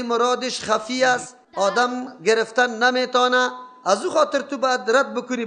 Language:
Persian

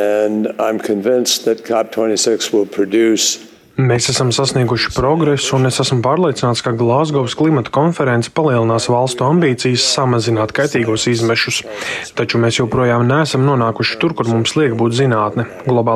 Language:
Latvian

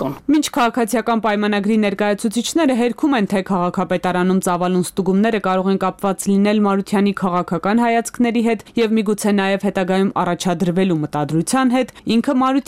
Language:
Armenian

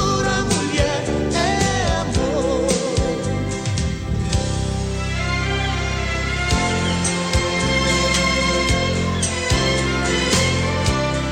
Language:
Portuguese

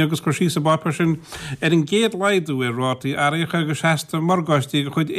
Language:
Irish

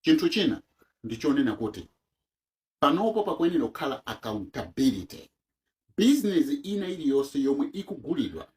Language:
Nyanja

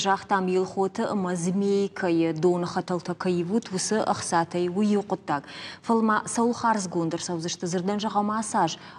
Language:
Ossetic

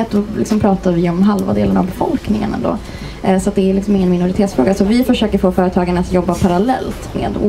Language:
Swedish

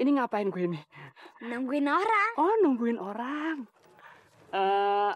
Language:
Betawi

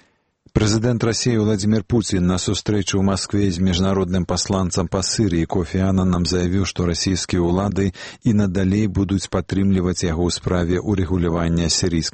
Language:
Belarusian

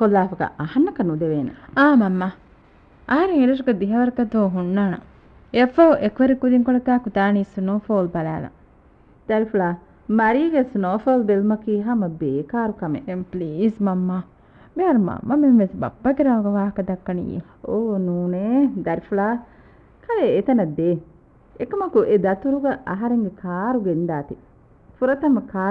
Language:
Divehi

